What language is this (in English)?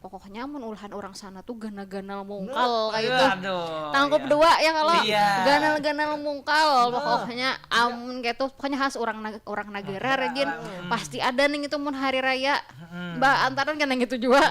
Banjar